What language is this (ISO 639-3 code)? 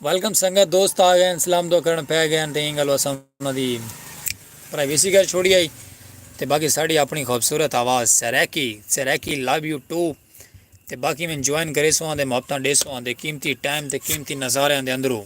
skr